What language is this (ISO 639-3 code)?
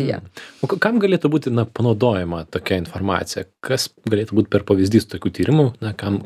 lit